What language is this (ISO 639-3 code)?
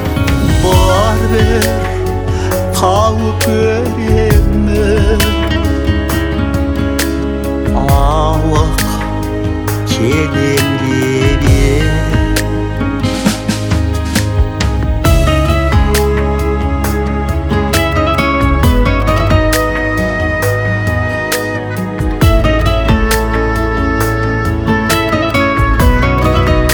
kaz